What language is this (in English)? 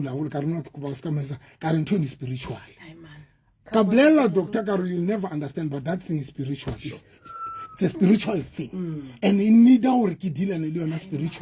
Southern Sotho